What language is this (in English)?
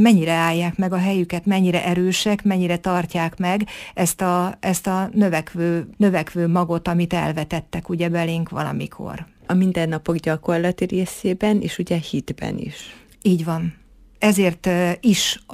Hungarian